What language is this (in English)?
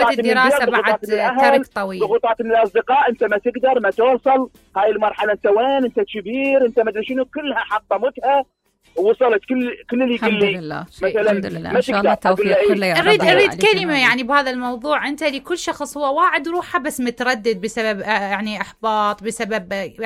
Mesopotamian Arabic